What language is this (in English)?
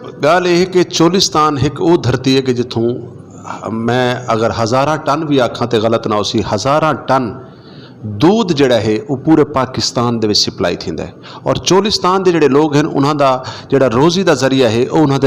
Saraiki